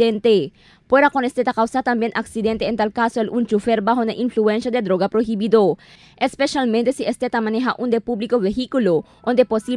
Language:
Chavacano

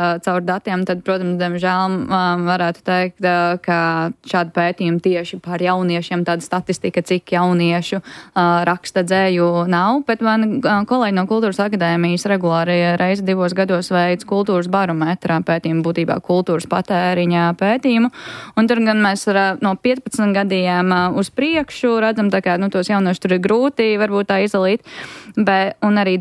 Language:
Latvian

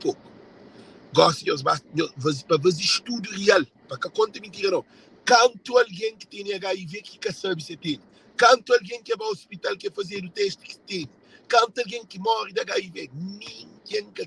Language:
Kabuverdianu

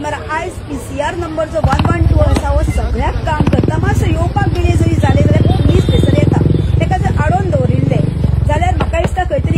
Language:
Konkani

